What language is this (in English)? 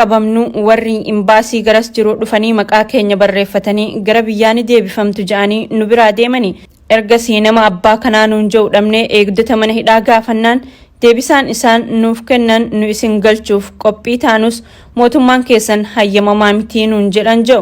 Oromo